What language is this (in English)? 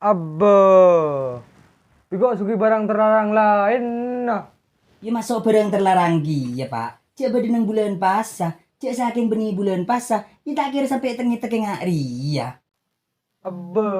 Madurese